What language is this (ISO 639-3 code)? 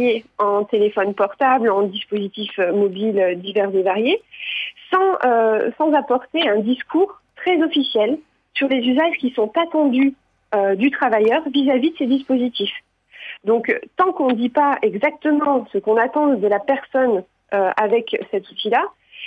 fra